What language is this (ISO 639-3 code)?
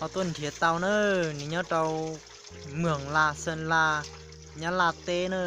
hmn